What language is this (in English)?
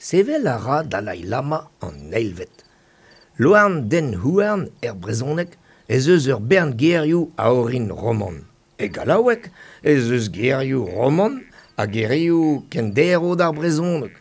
Breton